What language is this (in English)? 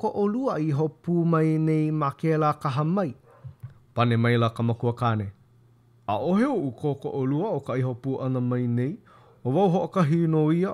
Hawaiian